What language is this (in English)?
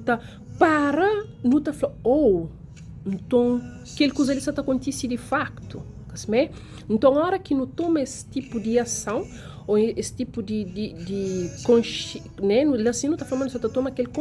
Kabuverdianu